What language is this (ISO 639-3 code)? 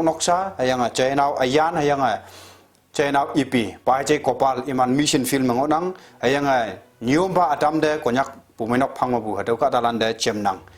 nbe